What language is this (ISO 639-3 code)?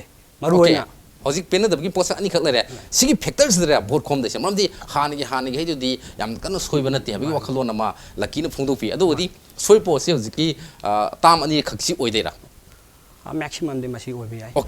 mni